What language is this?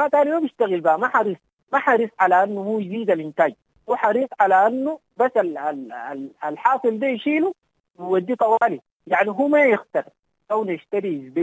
Sudanese Arabic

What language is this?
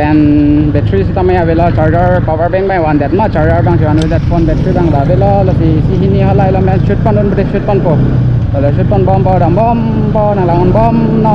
Karbi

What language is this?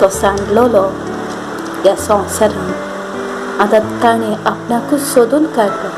Konkani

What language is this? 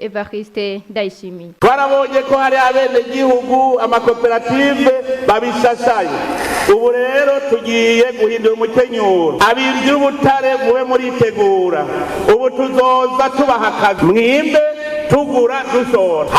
Rundi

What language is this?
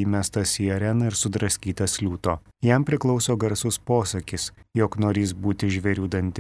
Lithuanian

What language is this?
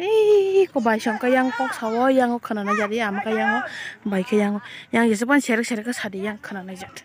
Kok Borok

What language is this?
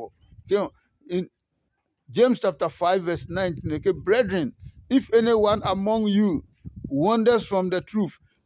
Adangme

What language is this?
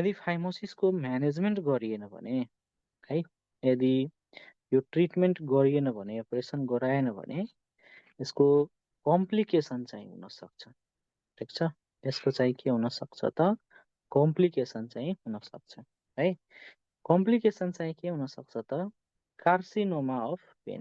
Nepali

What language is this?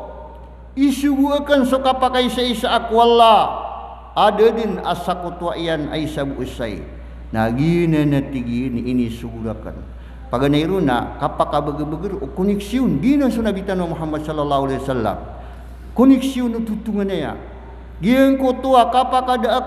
Maranao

